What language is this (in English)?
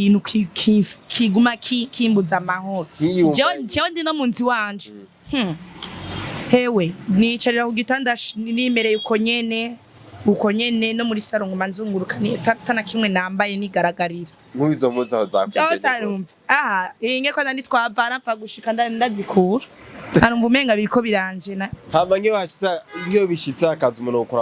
Rundi